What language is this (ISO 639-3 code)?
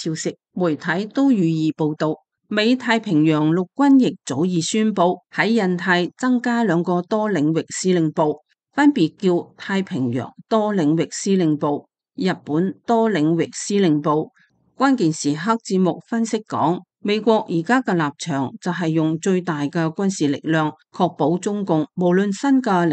yue